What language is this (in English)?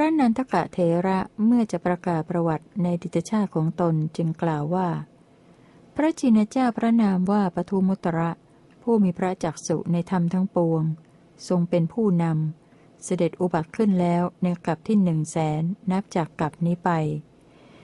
Thai